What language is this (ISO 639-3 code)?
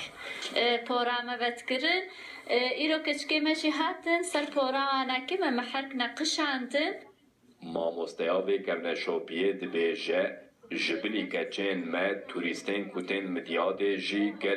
kur